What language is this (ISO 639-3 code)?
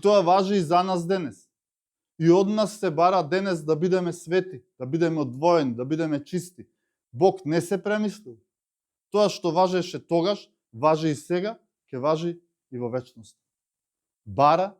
mkd